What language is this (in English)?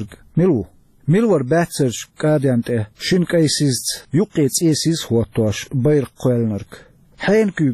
Chechen